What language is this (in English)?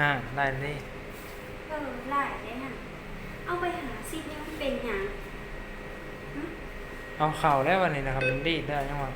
Lao